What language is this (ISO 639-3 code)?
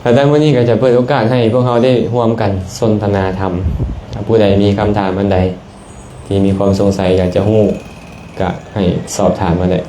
lao